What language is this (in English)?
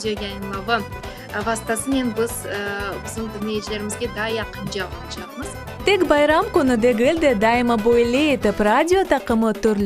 Crimean Tatar